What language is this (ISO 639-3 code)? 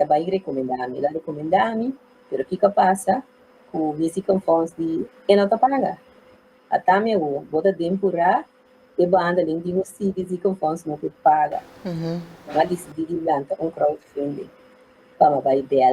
pap